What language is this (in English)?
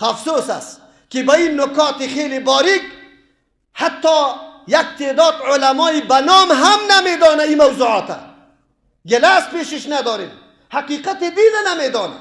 Persian